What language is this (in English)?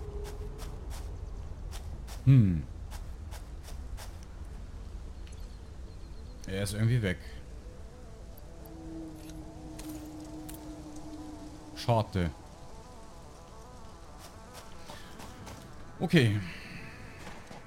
German